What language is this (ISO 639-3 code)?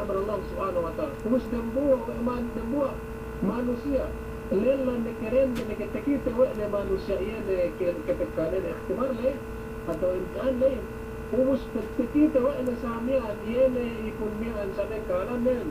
yka